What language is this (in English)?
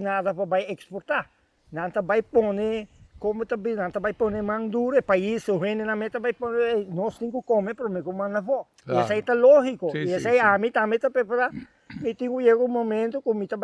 Papiamento